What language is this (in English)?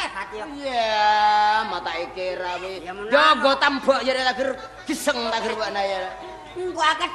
Madurese